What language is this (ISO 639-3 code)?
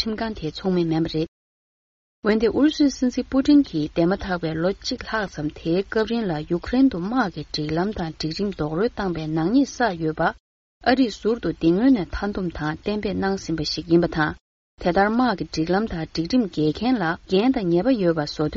bod